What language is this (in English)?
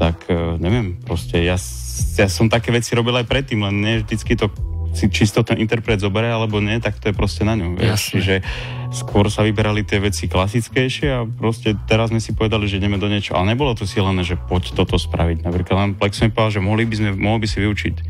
Slovak